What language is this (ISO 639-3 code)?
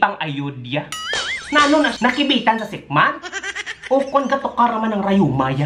hil